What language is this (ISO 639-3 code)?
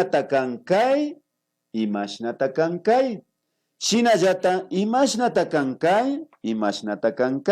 qvi